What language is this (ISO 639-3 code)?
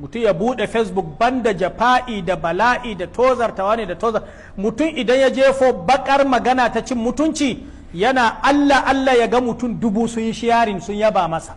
hau